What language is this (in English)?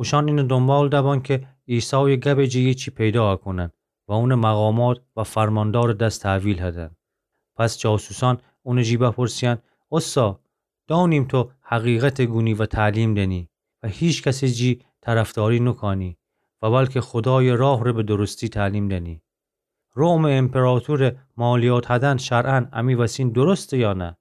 Gilaki